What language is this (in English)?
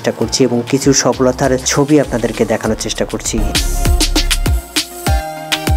Bangla